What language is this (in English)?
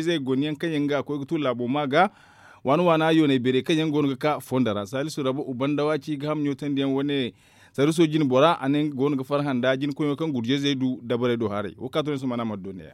Zarma